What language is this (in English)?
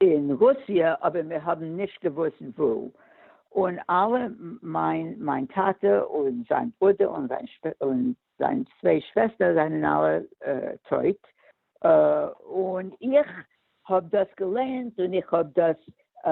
Yiddish